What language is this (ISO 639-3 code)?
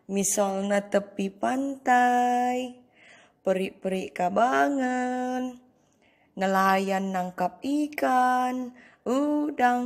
btx